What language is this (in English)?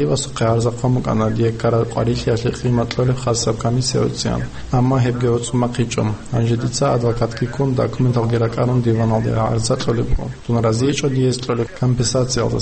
Avaric